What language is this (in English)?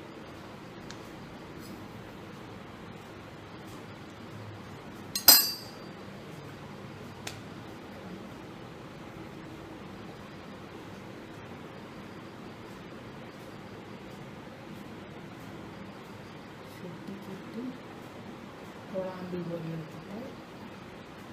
Malayalam